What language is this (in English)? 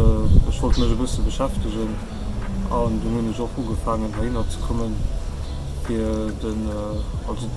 Luxembourgish